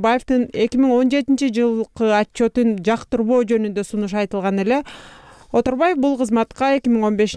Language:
Kyrgyz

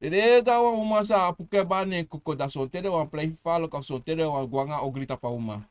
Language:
Sranan Tongo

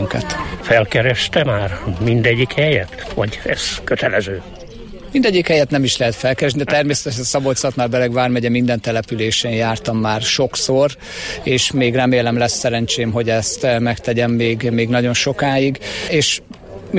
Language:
Hungarian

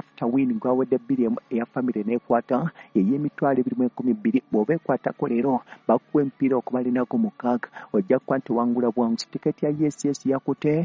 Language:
Ganda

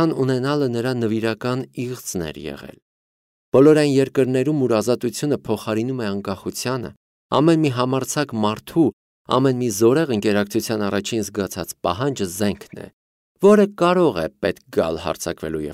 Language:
Armenian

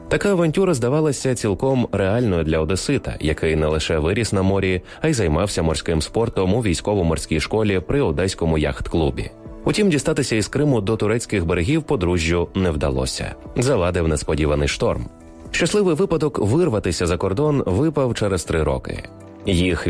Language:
Ukrainian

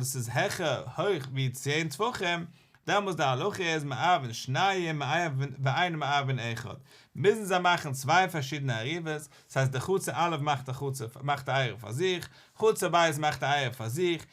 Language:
Yiddish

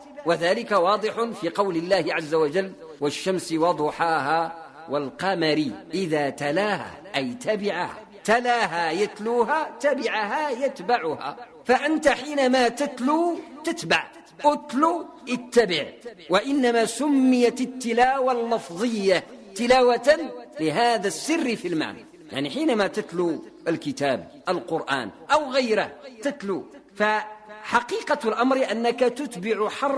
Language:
Arabic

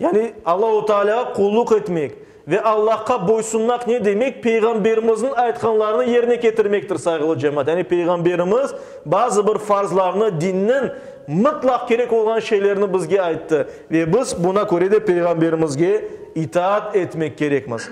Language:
Crimean Tatar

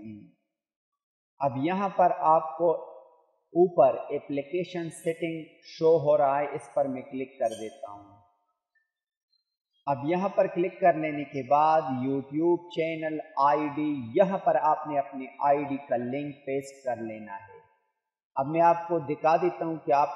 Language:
Urdu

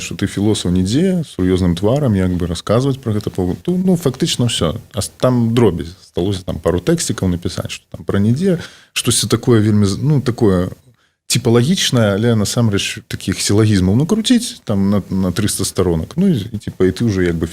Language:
Belarusian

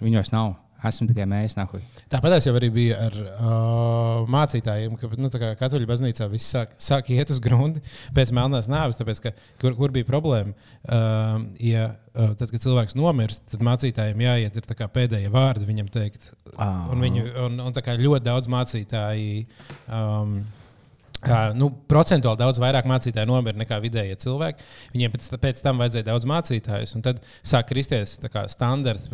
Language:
Latvian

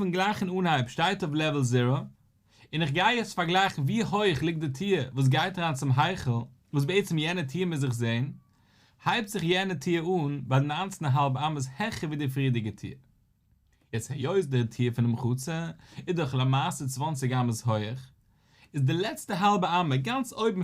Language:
Yiddish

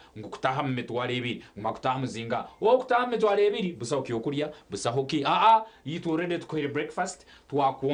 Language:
Nyankole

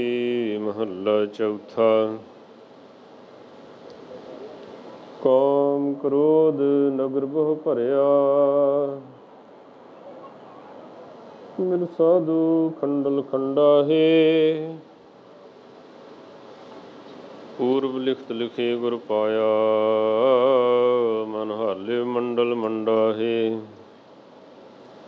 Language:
Punjabi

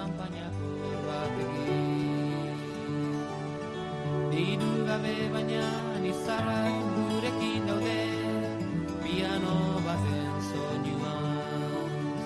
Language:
Basque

